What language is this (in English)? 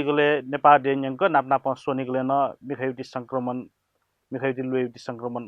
Newari